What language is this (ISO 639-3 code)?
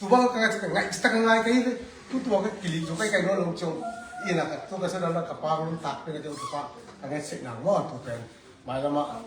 ctd